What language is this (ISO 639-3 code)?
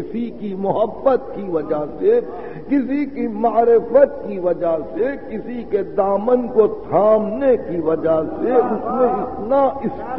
urd